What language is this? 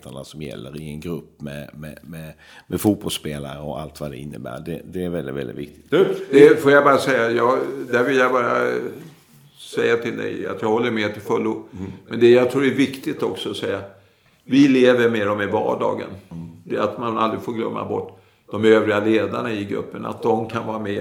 Swedish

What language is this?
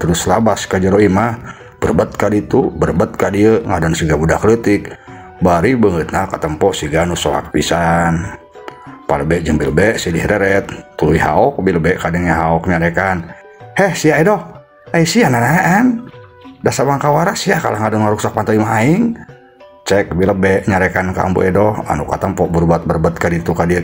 Sundanese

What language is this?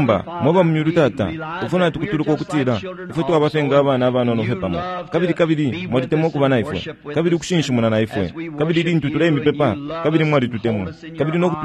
Bemba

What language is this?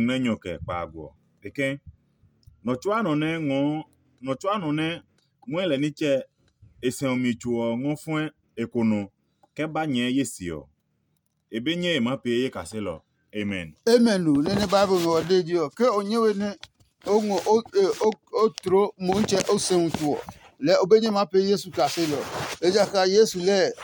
Adangme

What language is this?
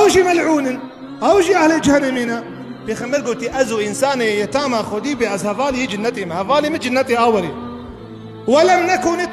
Kurdish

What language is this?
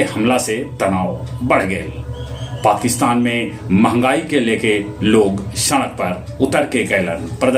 Magahi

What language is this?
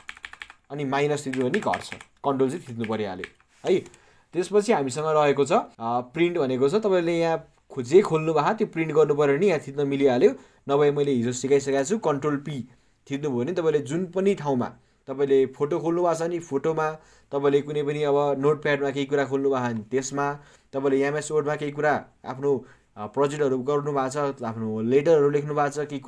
Nepali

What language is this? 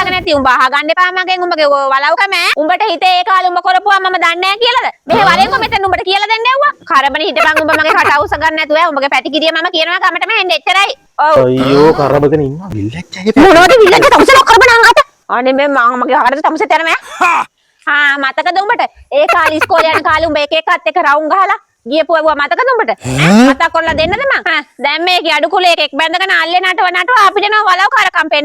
Sinhala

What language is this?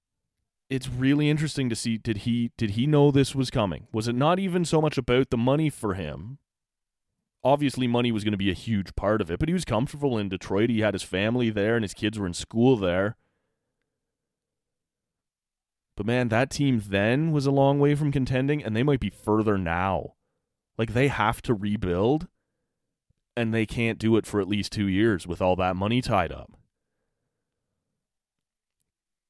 English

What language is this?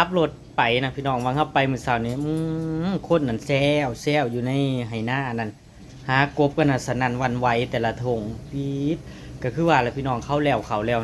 Northeastern Thai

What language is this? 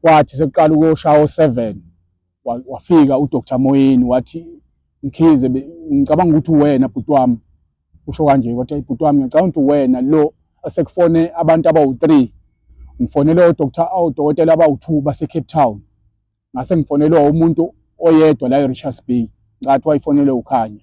Zulu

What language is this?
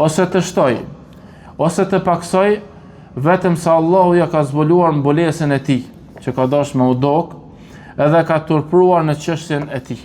Albanian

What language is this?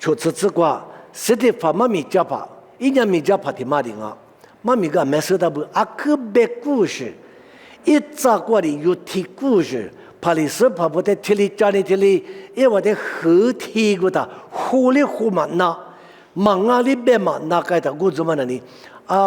Lisu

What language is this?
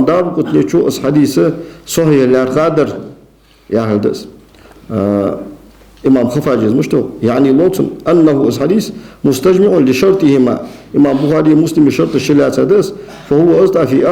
Ingush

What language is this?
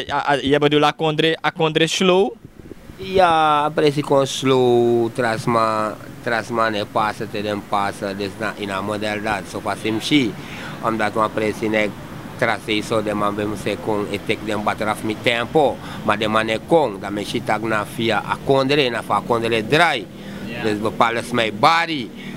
Sranan Tongo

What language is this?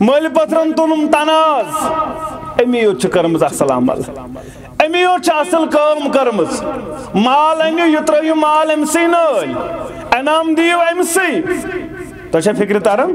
Kashmiri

